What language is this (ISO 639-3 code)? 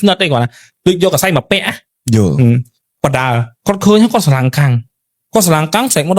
khm